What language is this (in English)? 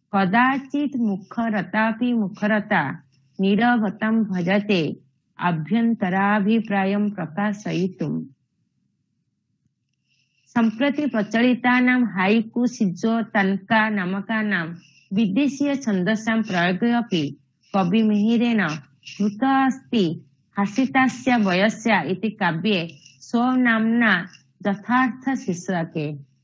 Sanskrit